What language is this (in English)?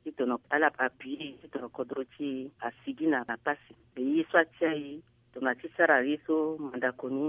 Sango